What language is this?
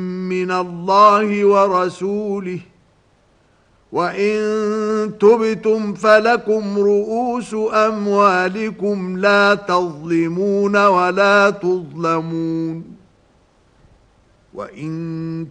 Arabic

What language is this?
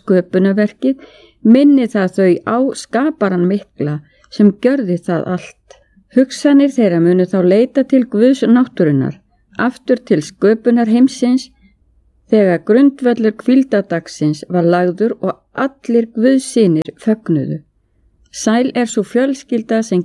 Icelandic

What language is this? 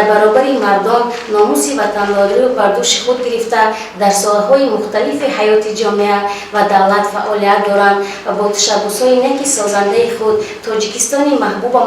Tajik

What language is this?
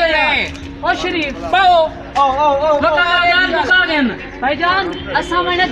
Saraiki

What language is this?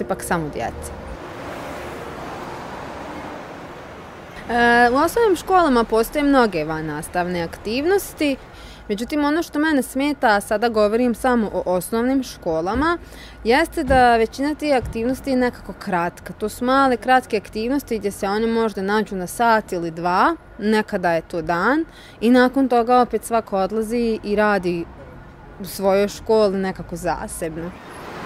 Bosnian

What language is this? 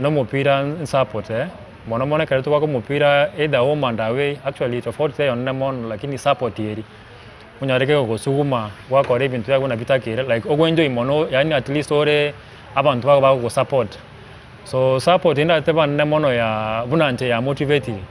Gusii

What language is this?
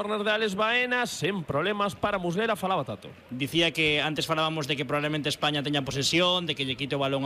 Galician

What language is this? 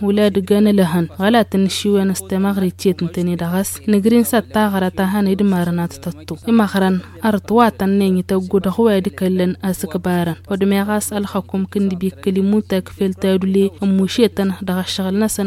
Tamasheq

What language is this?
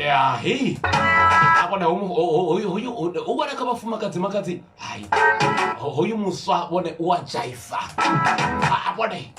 Venda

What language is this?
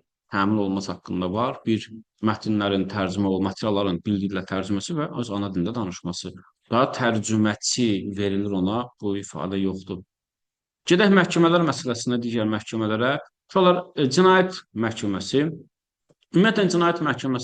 Azerbaijani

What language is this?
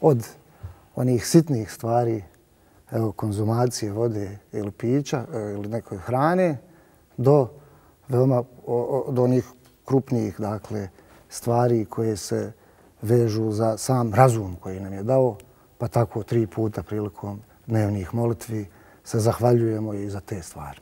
Bosnian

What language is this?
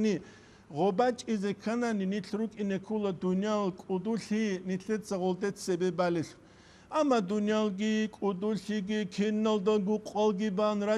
Avaric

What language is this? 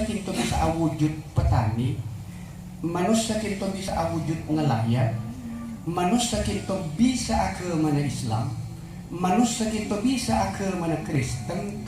Madurese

